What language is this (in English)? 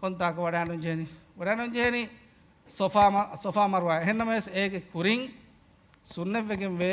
Divehi